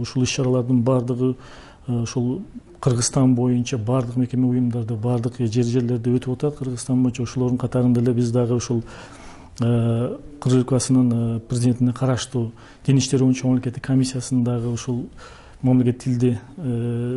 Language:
Kyrgyz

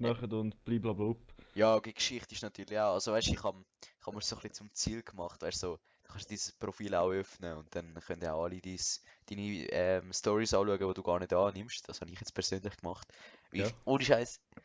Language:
Swiss German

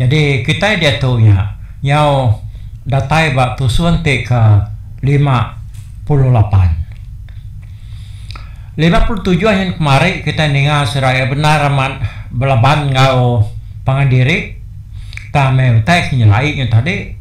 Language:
Iban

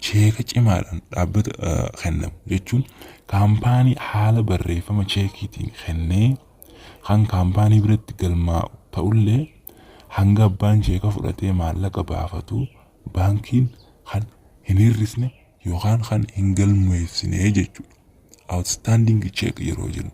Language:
Oromo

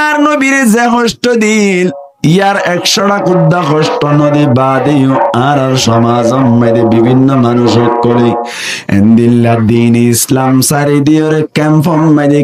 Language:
Rohingya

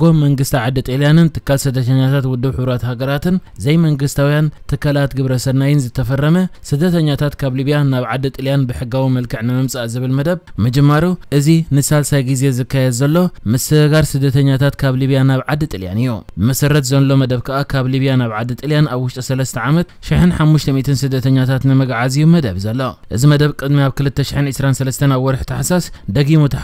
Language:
Tigrinya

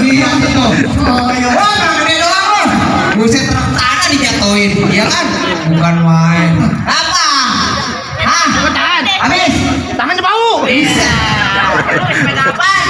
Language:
Betawi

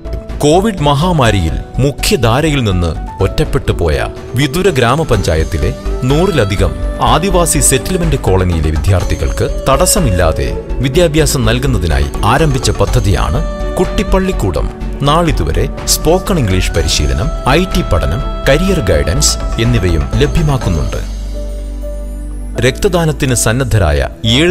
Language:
Malayalam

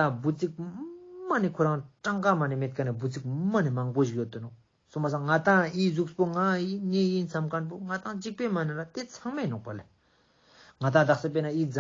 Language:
Ladakhi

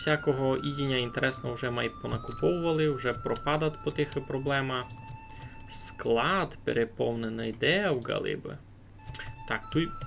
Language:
Rusyn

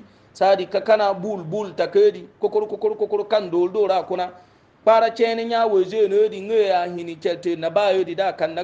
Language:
Hausa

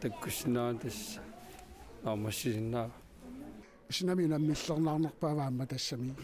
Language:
Kalaallisut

